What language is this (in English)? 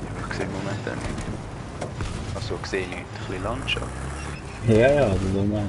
Swiss German